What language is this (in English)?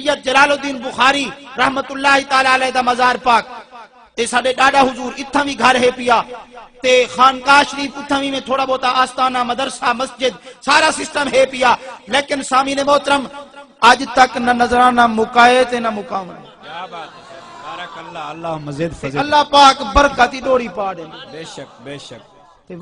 Saraiki